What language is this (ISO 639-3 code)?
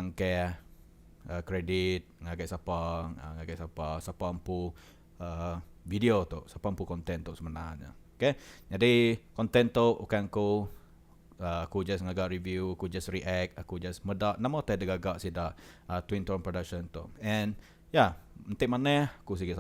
iba